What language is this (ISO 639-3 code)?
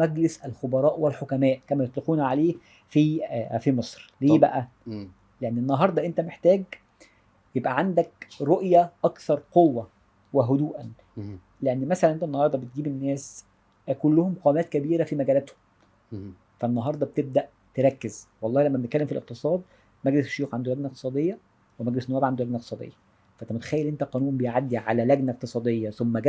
arz